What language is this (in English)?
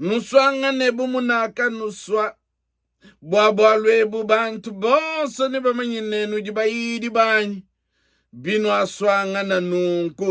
Luba-Lulua